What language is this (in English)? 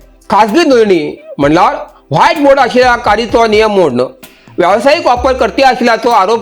Konkani